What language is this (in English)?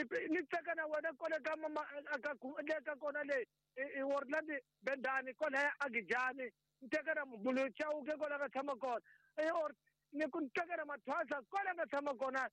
Tsonga